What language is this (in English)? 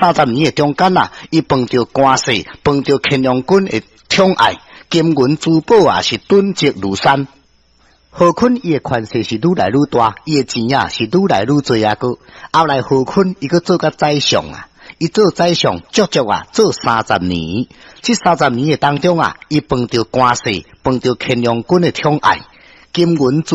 Min Nan Chinese